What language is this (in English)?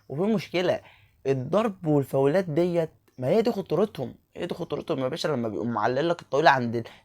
Egyptian Arabic